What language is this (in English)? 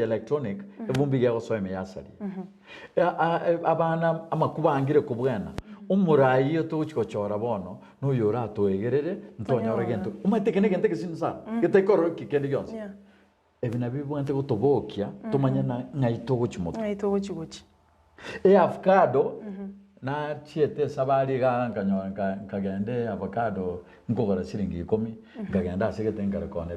Gusii